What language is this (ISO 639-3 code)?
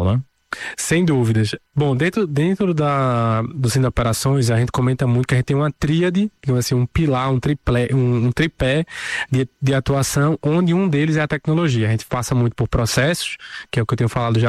por